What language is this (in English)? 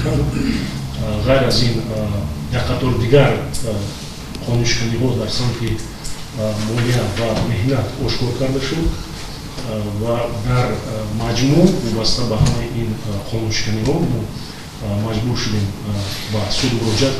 Tajik